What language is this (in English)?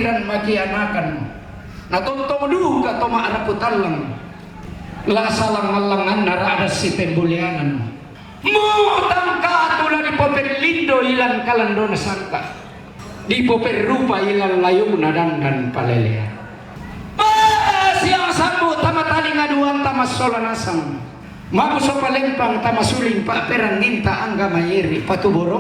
Toraja-Sa'dan